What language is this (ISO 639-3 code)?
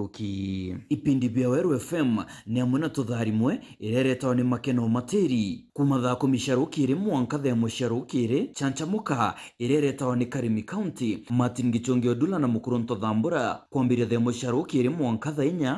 mer